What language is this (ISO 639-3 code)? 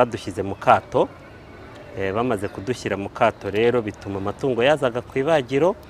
kin